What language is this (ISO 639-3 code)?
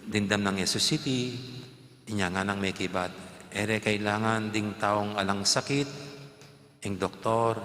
pam